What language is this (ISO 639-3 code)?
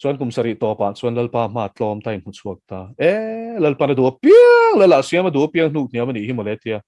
lus